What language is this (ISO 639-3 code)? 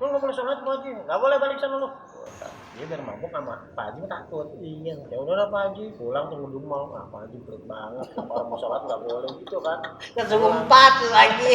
bew